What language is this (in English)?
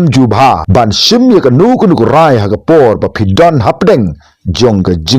Khasi